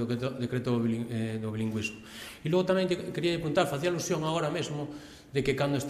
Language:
Galician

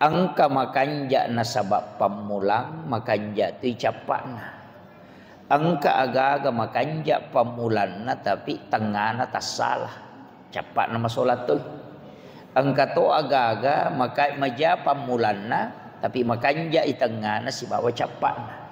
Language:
Buginese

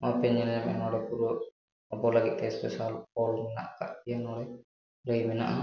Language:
Santali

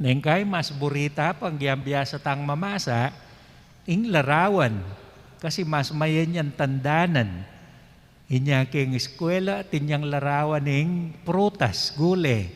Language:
Pampanga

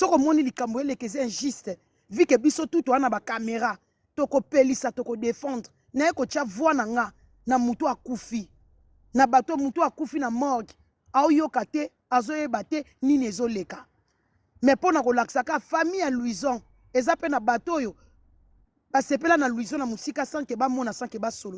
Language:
Lingala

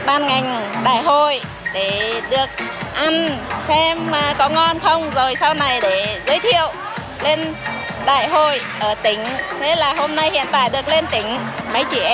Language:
Vietnamese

